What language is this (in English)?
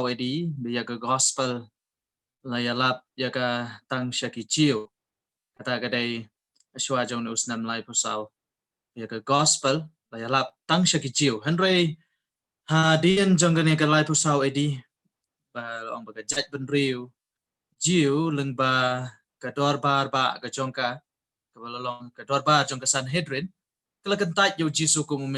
Khasi